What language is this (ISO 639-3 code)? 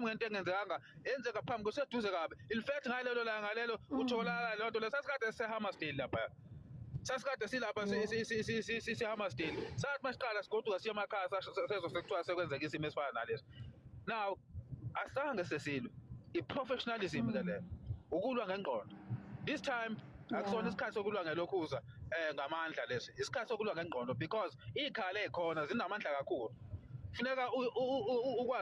zul